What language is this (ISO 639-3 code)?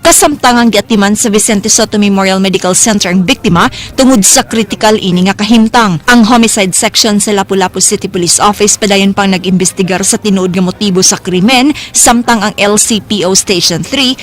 ceb